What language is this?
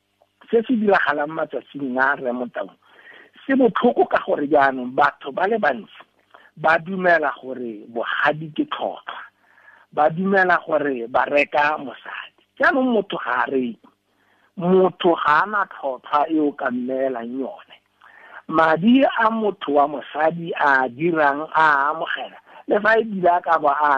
Tswana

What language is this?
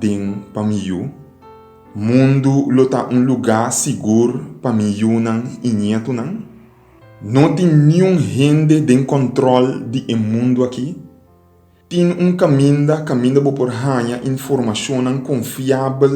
Papiamento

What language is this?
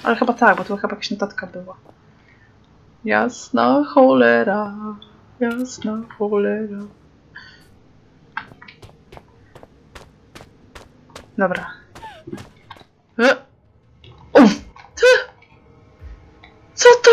Polish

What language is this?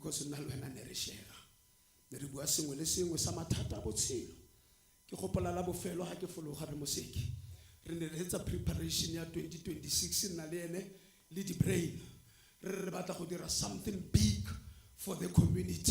Tswana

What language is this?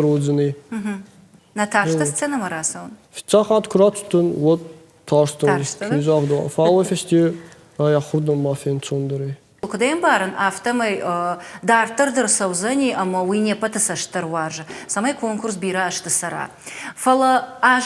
Ossetic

